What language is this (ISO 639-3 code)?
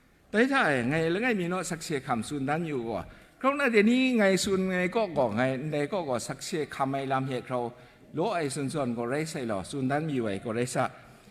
kac